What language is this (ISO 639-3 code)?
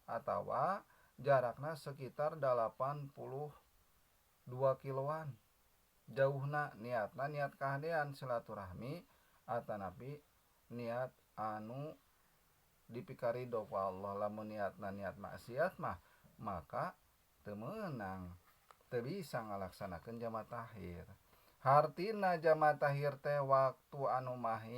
sun